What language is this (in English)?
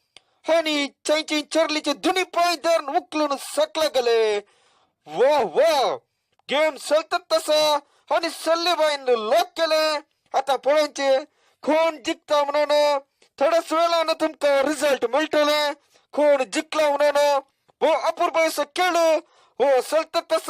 Konkani